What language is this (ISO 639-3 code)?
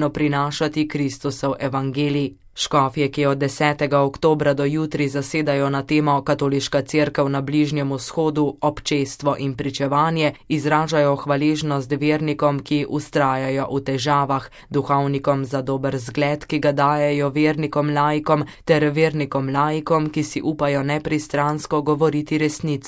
slv